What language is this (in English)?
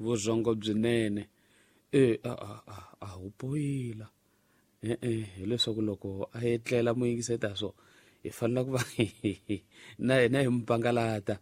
Tsonga